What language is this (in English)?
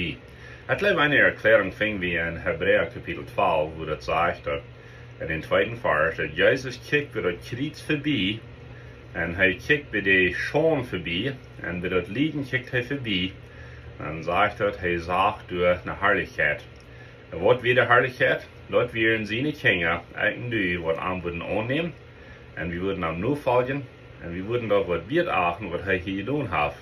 Plautdietsch